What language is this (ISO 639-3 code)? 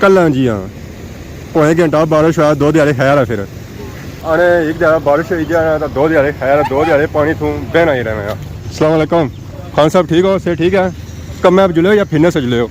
phr